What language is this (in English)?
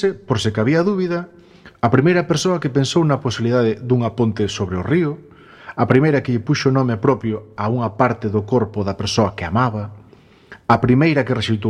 Galician